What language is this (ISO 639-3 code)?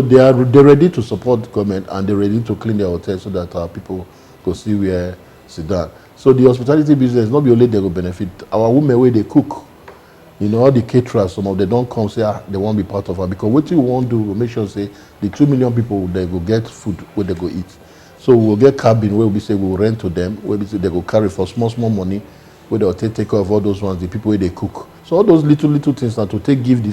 pcm